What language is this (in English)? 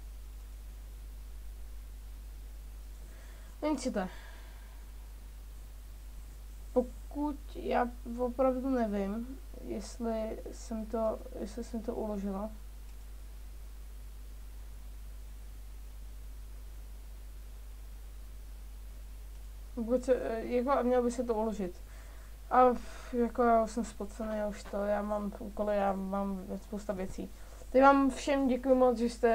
Czech